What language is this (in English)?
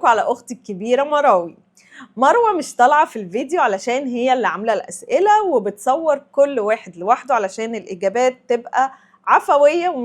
Egyptian Arabic